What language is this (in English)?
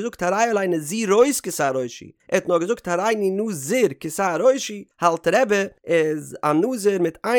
Yiddish